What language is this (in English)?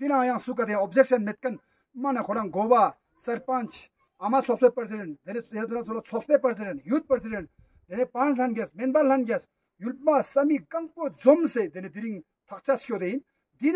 Ladakhi